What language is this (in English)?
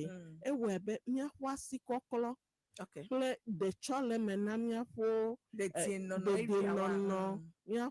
Ewe